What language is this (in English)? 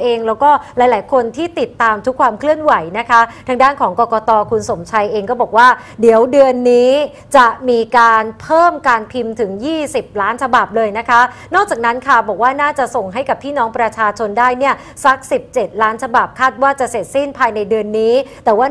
Thai